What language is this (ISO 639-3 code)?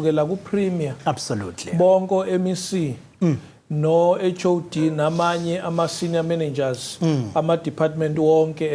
zul